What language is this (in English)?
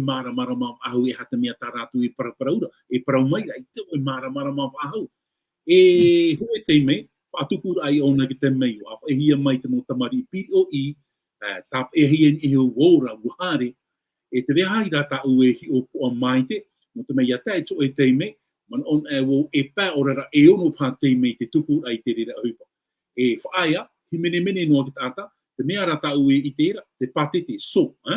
Tahitian